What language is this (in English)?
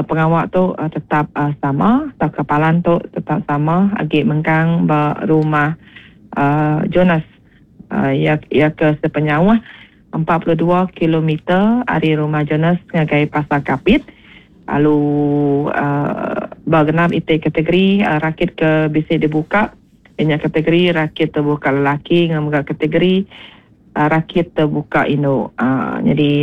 Iban